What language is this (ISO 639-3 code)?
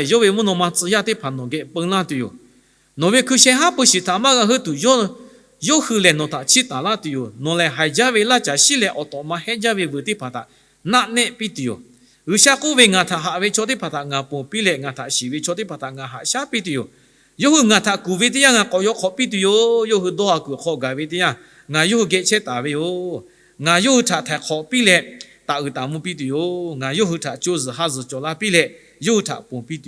lhu